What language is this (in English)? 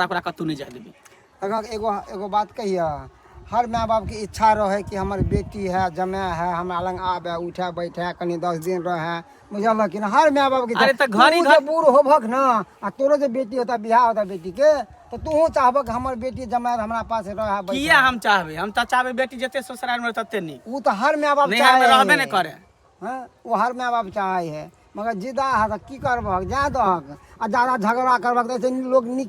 Maithili